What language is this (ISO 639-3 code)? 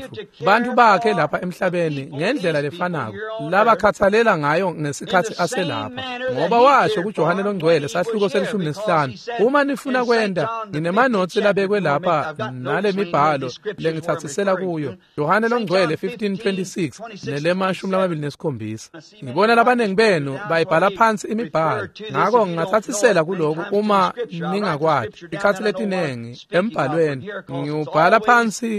ssw